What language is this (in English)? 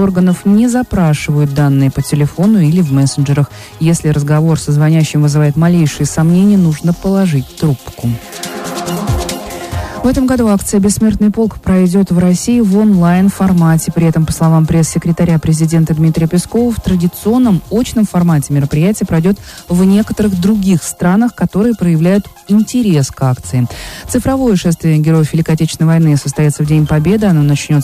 Russian